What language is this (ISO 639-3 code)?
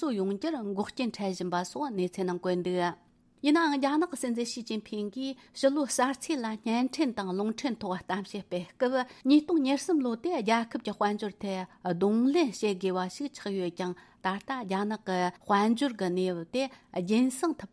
bod